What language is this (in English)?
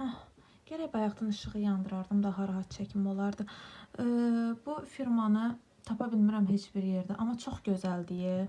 Azerbaijani